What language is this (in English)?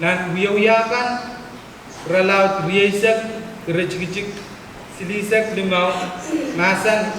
Pohnpeian